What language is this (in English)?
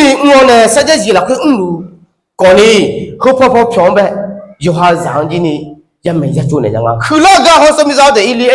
Akha